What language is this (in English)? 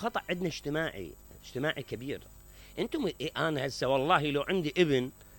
Mesopotamian Arabic